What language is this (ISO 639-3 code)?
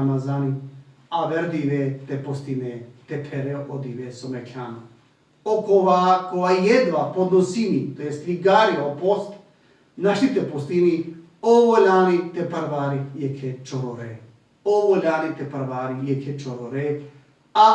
rmn